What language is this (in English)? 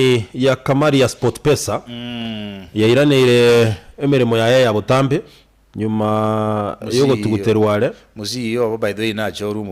Gusii